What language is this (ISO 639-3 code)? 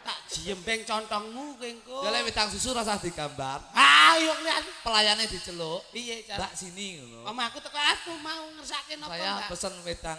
jav